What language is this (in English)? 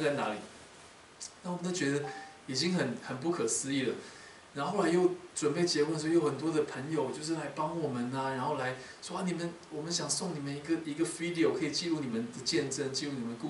Chinese